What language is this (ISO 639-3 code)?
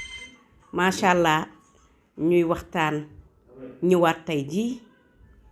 wol